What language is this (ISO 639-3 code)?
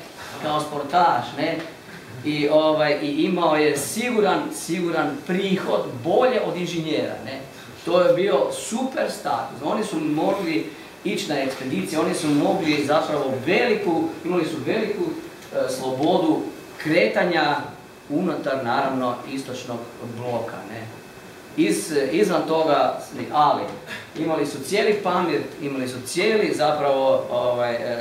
hrv